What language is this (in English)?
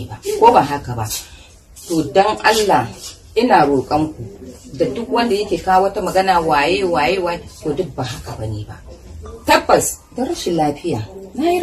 Hausa